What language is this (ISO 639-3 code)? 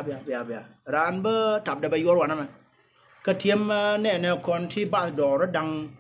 nus